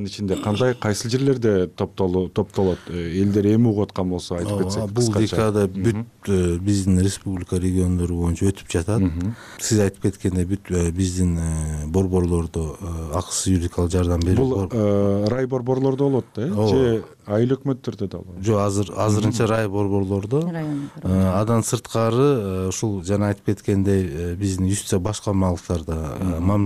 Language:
Kyrgyz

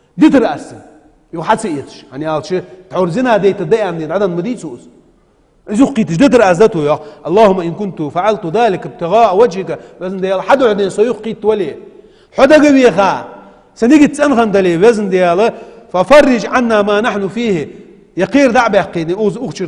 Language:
Ingush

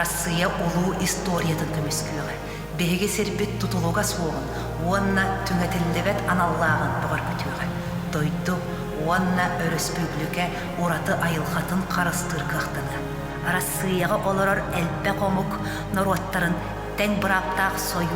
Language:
Yakut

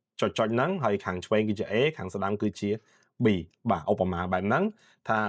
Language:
Khmer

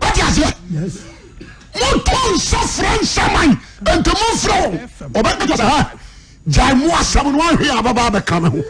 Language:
Akan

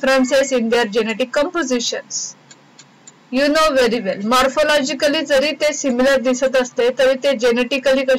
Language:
Marathi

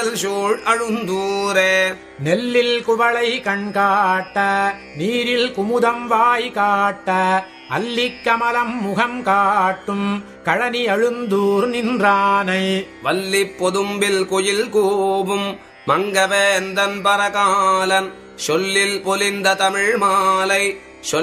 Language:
Tamil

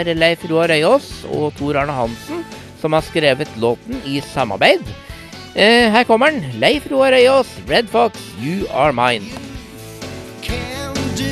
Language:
Norwegian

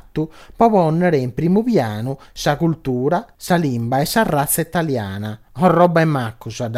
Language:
Sardinian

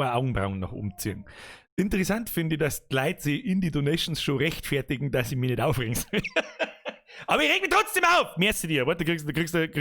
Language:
Bavarian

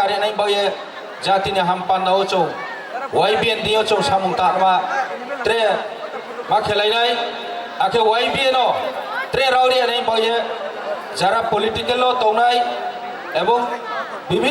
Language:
Kok Borok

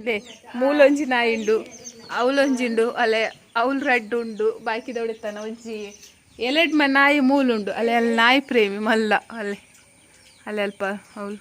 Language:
Tulu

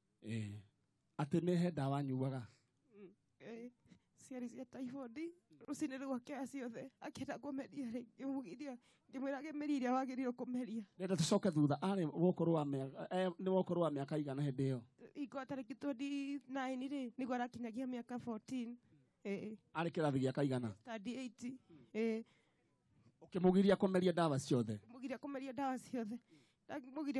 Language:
Kikuyu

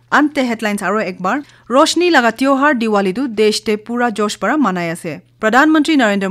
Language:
Naga Pidgin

